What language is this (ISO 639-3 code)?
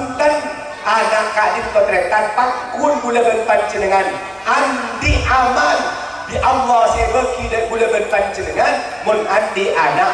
mad